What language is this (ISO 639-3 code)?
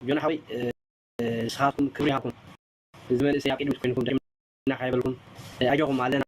tir